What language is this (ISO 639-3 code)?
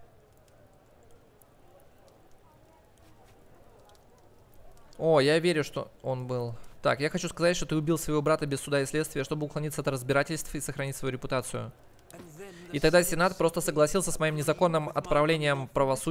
rus